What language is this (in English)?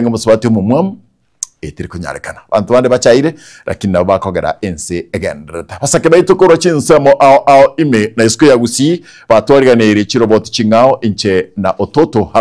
Gusii